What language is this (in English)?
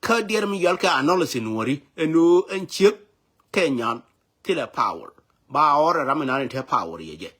Nuer